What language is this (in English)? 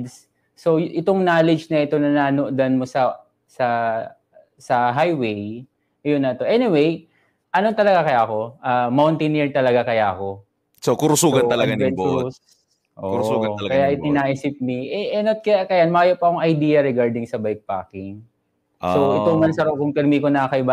Bikol